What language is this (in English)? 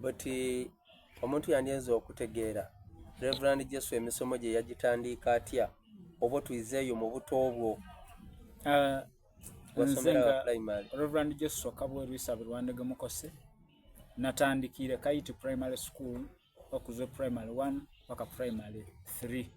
Soga